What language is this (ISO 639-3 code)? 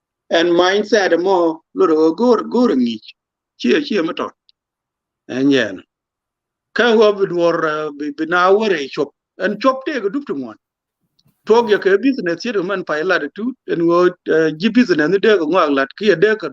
nus